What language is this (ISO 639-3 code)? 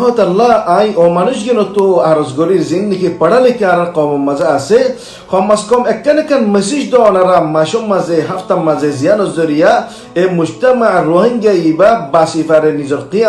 rhg